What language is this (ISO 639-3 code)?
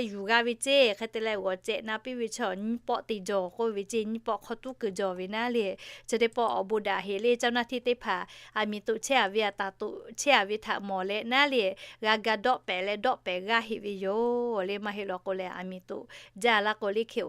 lhu